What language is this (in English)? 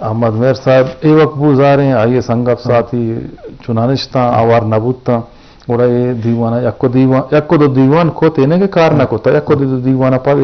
Eastern Balochi